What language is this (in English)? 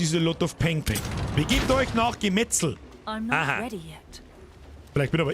Bavarian